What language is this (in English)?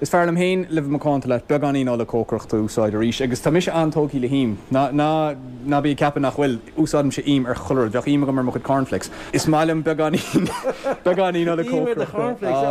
Irish